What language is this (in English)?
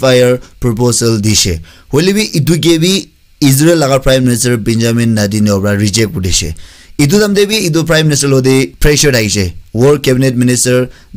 Naga Pidgin